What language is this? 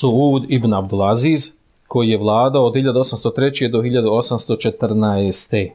Bosnian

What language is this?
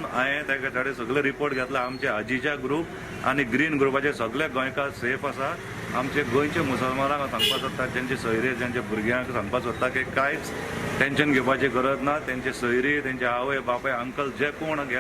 Konkani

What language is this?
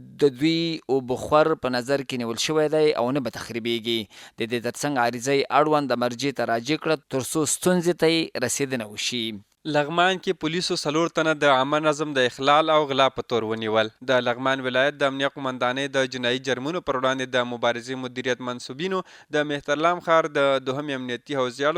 Pashto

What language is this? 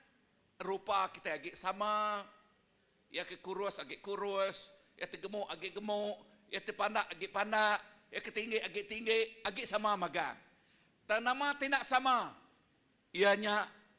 Iban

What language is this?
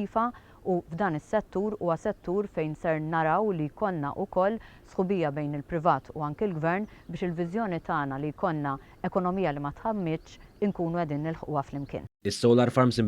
Maltese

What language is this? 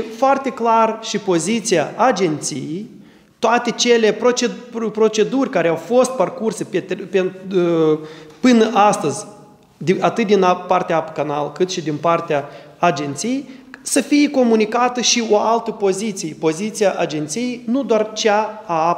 Romanian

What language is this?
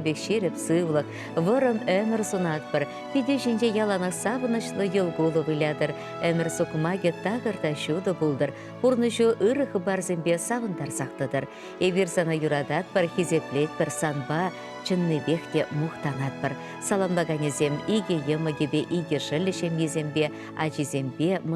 Chuvash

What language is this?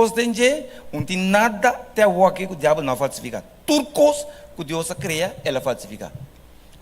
Papiamento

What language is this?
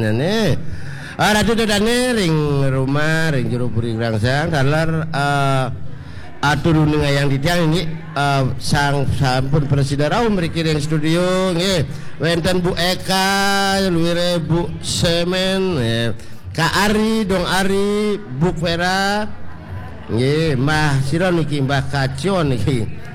Balinese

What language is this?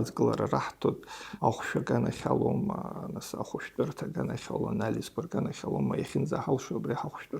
Abkhazian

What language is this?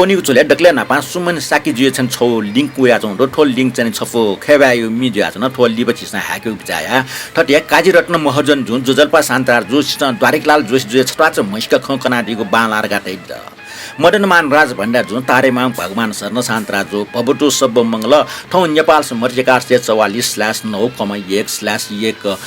Newari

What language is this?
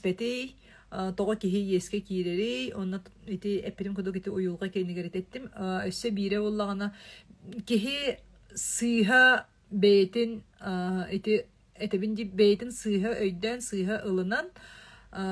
Yakut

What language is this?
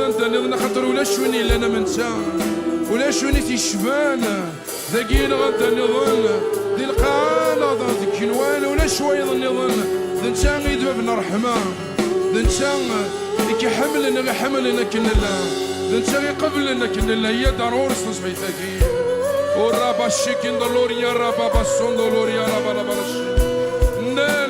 Kabyle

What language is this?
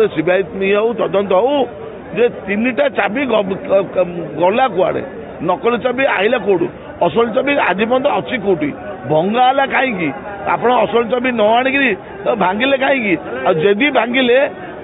Odia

